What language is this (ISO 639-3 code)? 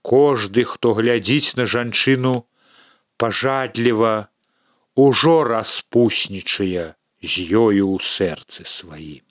bel